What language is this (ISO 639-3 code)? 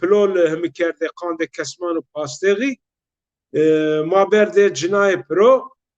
zza